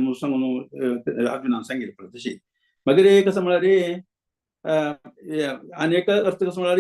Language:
Konkani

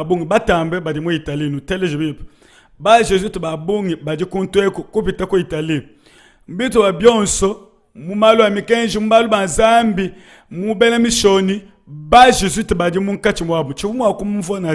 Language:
Luba-Lulua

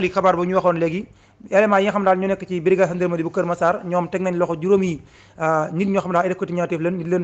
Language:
Wolof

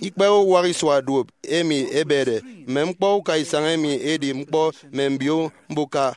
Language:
Efik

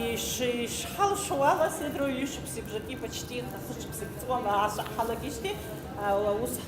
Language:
Abkhazian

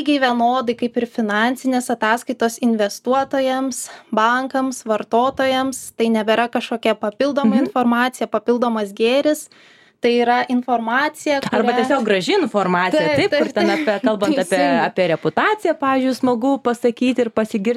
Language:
Lithuanian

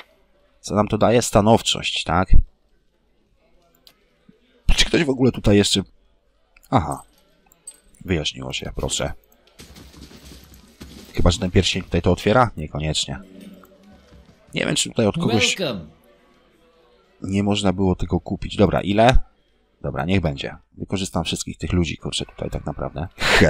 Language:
Polish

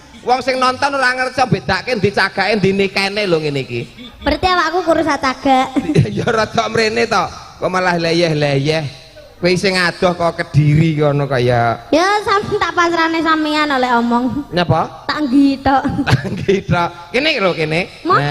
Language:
Javanese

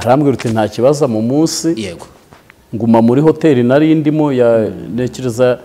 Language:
Kinyarwanda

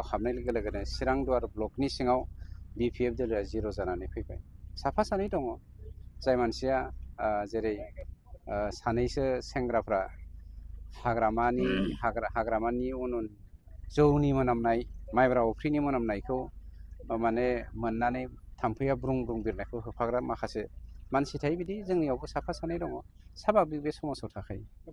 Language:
Bodo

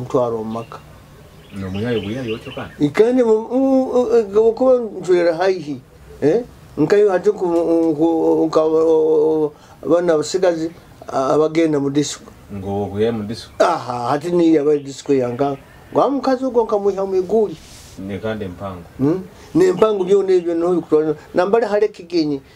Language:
Nyoro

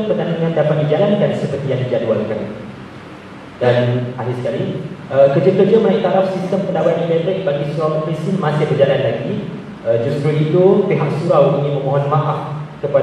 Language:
Malay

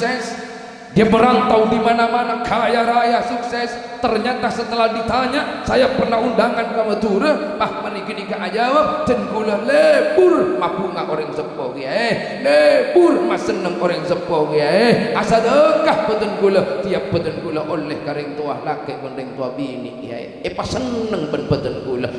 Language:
Madurese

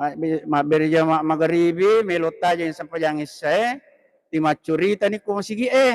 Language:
Buginese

